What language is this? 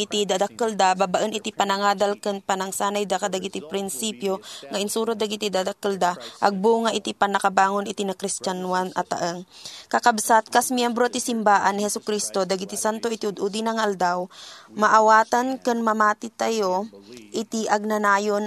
Iloko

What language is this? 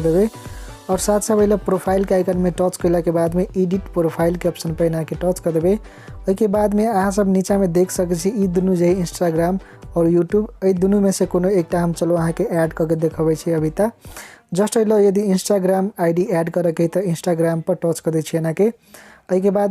Maithili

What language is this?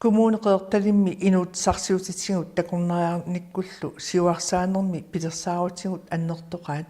Kalaallisut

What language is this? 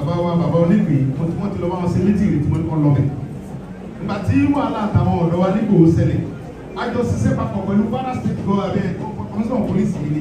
Yoruba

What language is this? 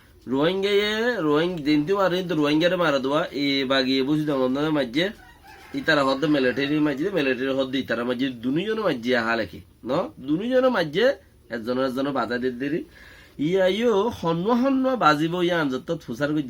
Rohingya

